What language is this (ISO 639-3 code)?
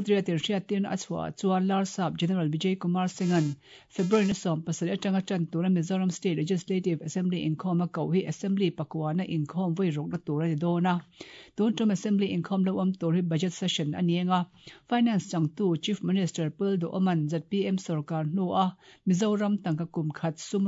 lus